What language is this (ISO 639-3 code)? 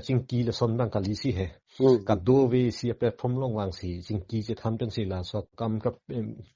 mjw